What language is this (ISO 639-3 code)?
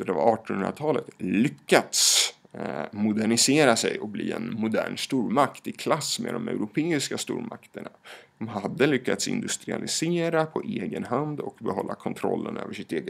swe